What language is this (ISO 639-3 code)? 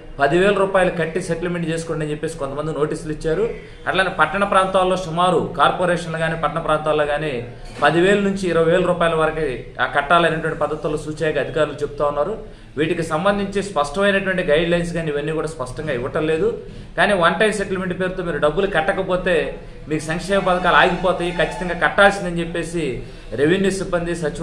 tel